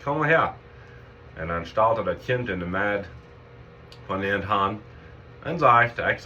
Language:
Plautdietsch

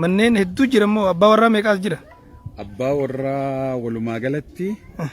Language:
Oromo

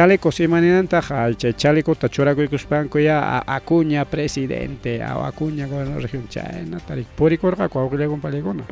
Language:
Ayacucho Quechua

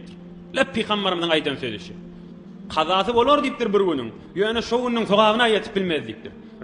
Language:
Turkmen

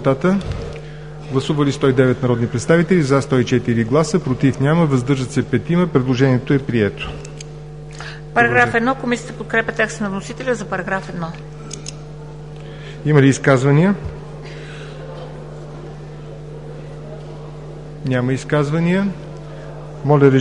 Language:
Bulgarian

